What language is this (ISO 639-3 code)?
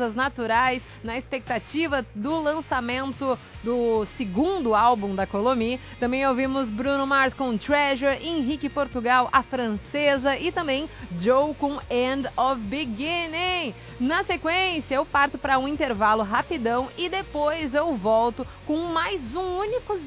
por